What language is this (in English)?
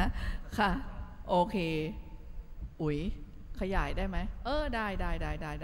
Thai